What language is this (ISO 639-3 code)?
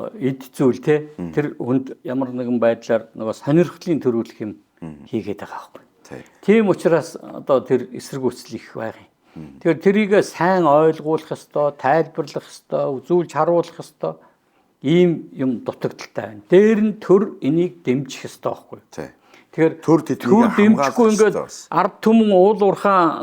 mon